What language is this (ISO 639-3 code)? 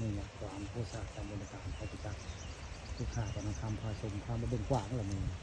tts